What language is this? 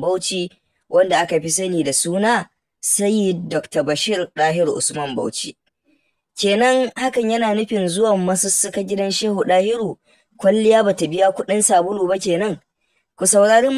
Hausa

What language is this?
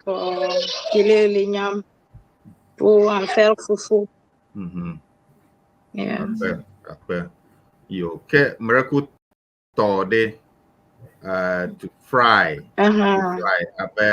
Ewe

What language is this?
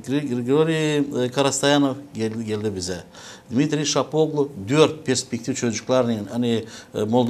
Gagauz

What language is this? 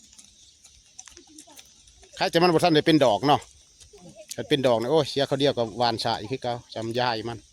Lao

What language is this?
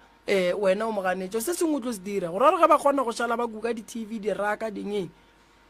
Northern Sotho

